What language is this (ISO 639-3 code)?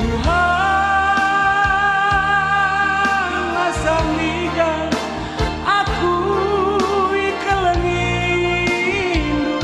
btx